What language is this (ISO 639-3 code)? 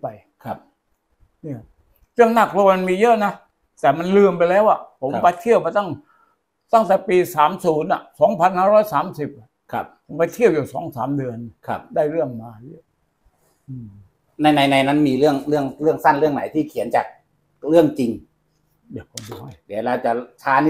tha